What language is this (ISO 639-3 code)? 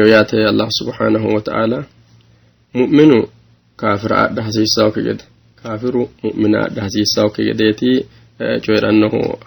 sid